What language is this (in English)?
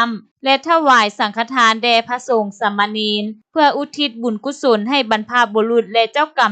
Lao